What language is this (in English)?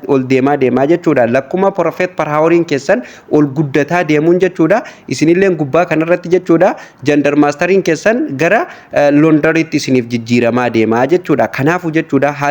Oromo